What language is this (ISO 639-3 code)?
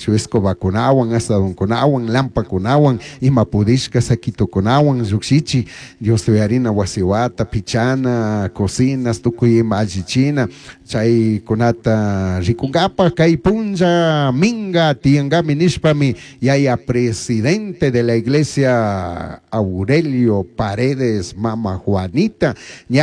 qug